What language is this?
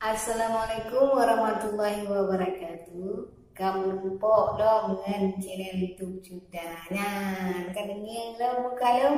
Achinese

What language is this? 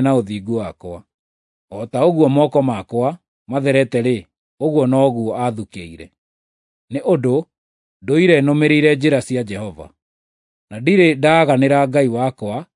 Kikuyu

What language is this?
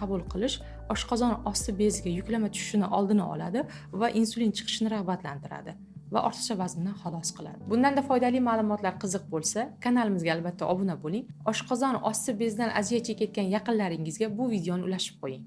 Uzbek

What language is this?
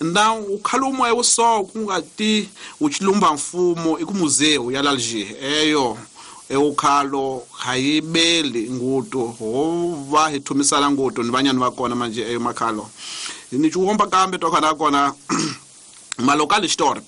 Tsonga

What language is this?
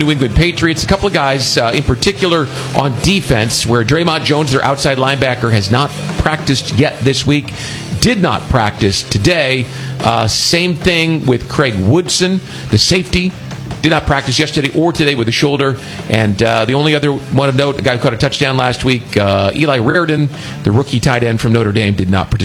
English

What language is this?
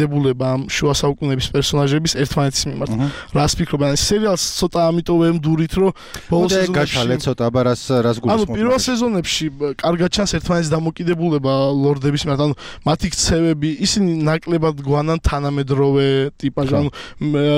Georgian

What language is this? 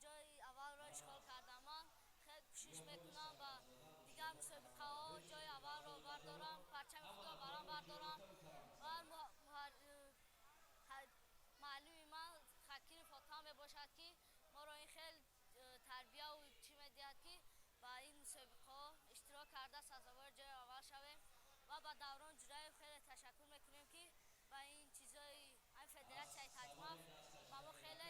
Tajik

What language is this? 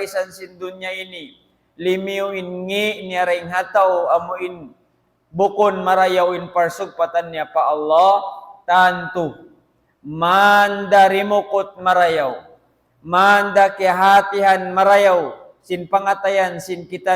Tausug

